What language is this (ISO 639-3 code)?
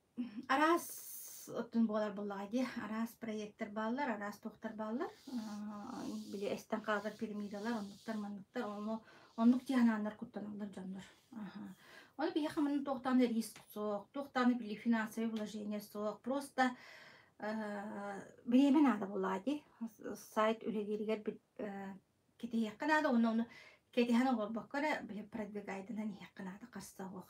sah